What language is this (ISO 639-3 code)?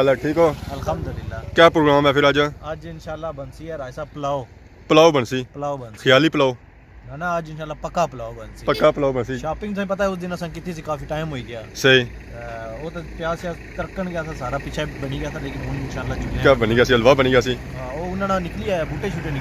phr